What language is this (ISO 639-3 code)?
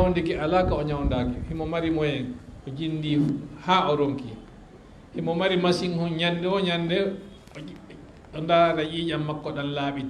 ful